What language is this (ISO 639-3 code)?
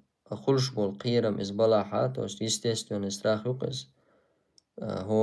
che